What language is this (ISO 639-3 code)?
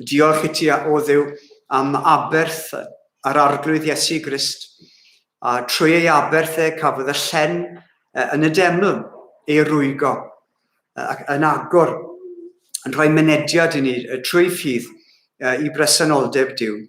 cym